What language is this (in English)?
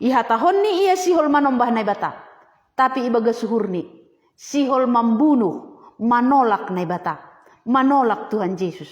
Batak Simalungun